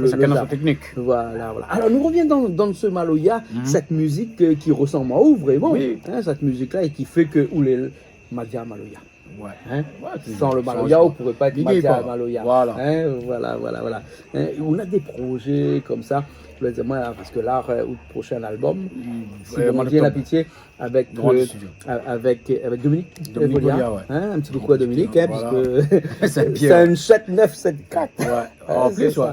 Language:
Réunion Creole French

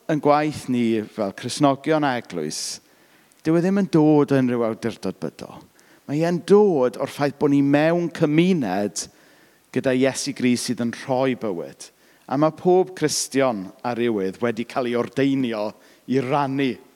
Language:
Welsh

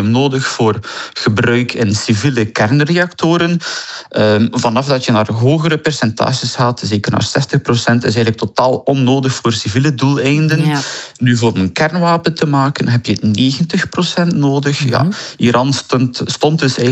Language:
Dutch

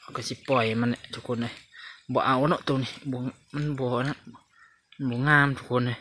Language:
Lao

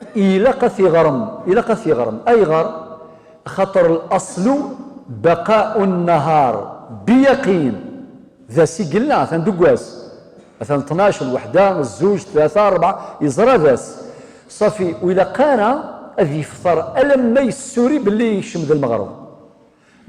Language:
Kabyle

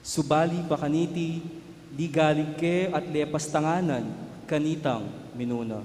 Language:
Pampanga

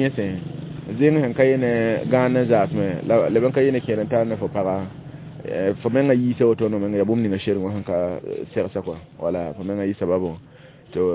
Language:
Mossi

